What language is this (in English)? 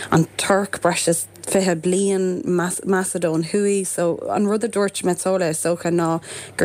Irish